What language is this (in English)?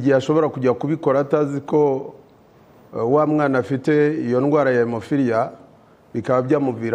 Kinyarwanda